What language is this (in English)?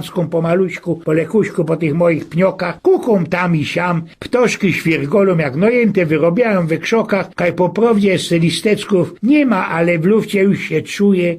Silesian